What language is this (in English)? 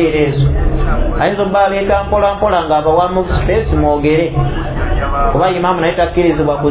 Ganda